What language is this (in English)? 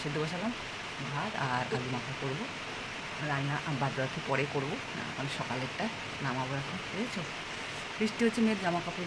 Bangla